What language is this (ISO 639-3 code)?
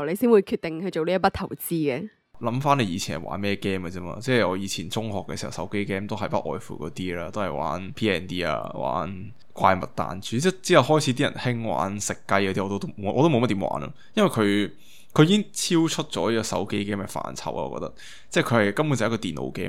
yue